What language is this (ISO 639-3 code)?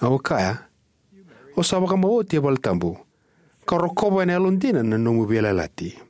fij